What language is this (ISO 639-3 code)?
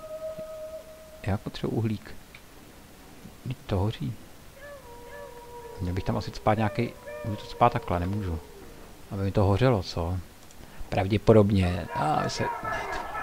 ces